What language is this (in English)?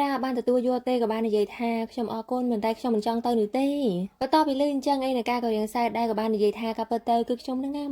Khmer